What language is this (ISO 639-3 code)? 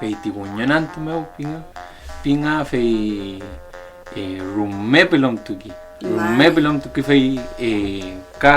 arn